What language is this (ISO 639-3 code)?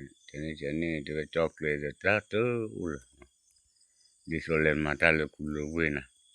ksw